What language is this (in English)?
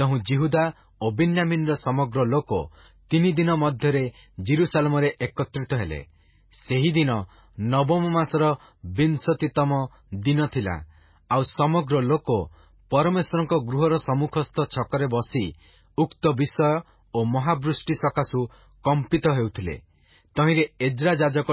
Odia